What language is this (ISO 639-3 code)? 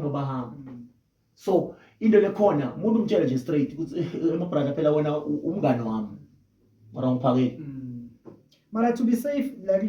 zul